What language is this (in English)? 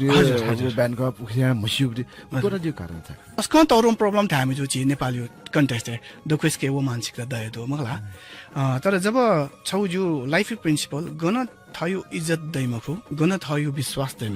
Newari